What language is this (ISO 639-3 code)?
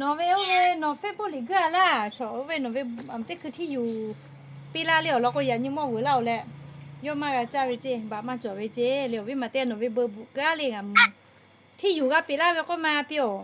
lhu